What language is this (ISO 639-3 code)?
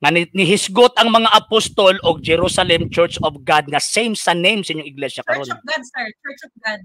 ceb